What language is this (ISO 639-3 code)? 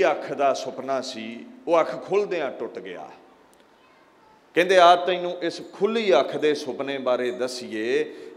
pan